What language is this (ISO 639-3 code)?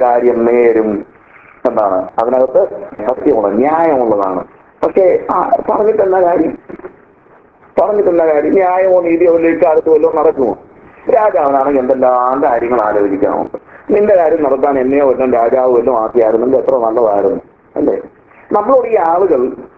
mal